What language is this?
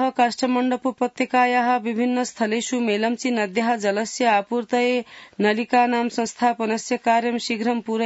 Sanskrit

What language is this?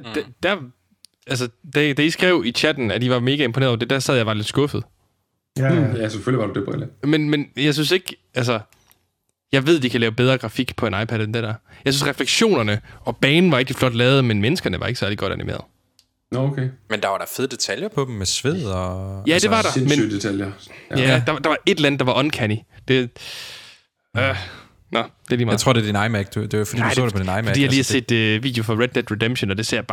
Danish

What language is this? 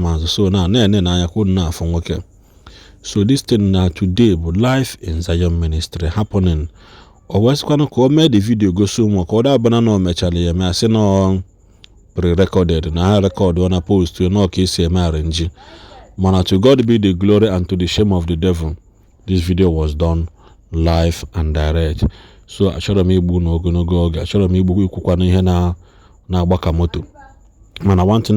Igbo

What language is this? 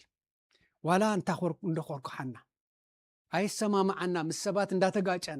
Tigrinya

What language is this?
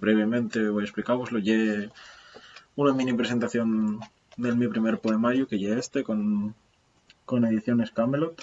Asturian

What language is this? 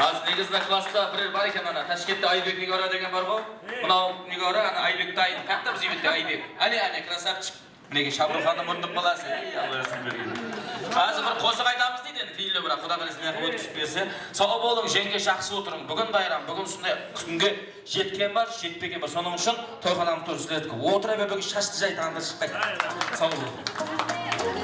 Kara-Kalpak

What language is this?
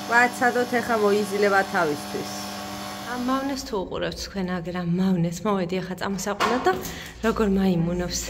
Georgian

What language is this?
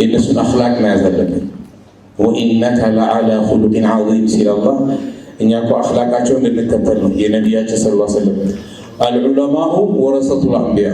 Amharic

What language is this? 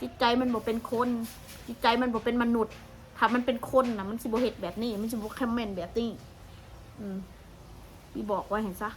Northeastern Thai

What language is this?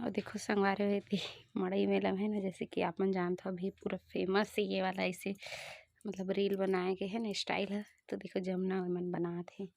Chhattisgarhi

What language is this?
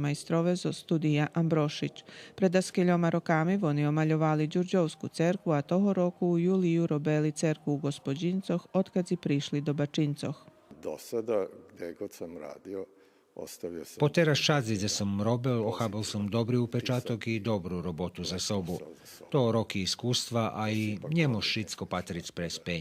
Rusyn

